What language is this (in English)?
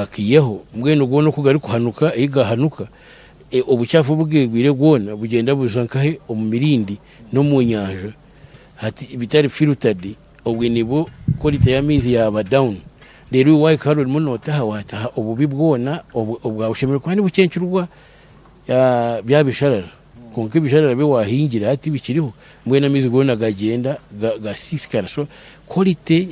Nyankole